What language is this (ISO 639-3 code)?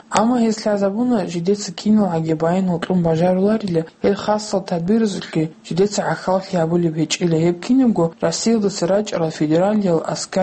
ava